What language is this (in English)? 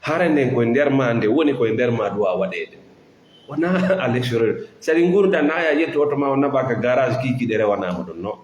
Fula